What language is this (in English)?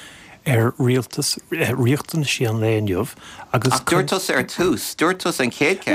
Irish